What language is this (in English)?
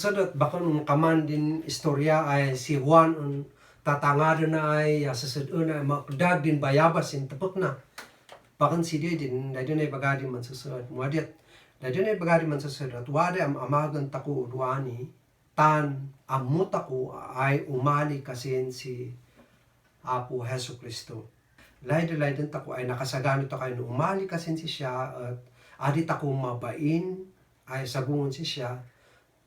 Kankanaey